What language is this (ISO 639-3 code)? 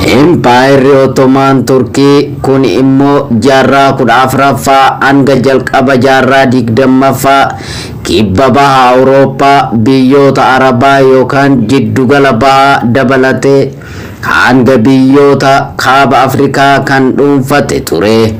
orm